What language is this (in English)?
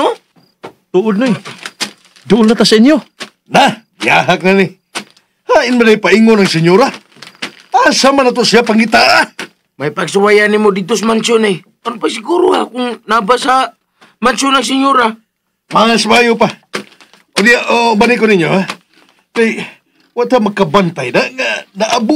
Cebuano